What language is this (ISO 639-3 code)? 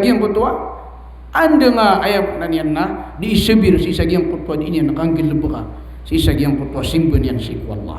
mrw